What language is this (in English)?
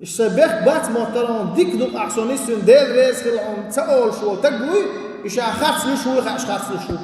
Chechen